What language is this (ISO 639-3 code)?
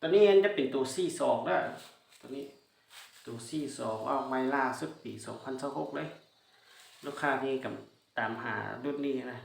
lao